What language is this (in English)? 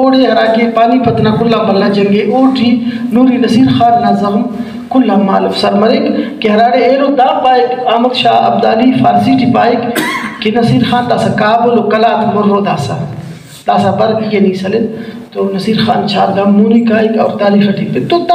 Brahui